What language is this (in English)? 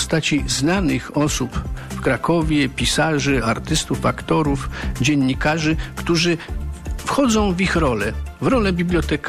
Polish